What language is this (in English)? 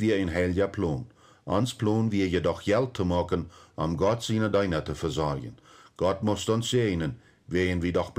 Plautdietsch